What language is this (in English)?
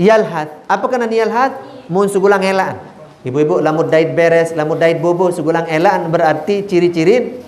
Sasak